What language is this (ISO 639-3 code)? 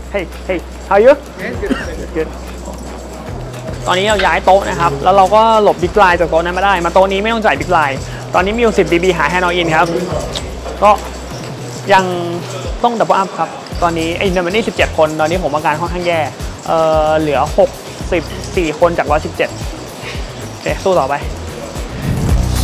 tha